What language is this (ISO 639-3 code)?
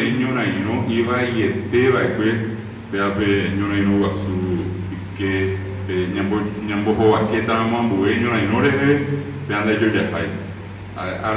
grn